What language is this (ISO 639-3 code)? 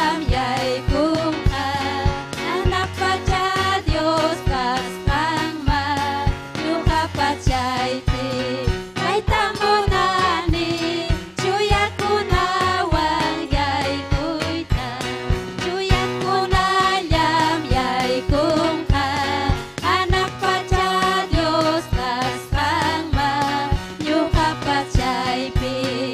quy